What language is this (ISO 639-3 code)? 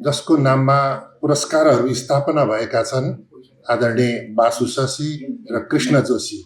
nep